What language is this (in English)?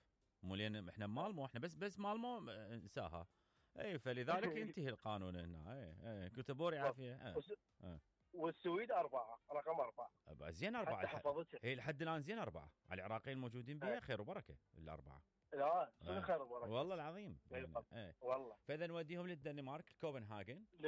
Mesopotamian Arabic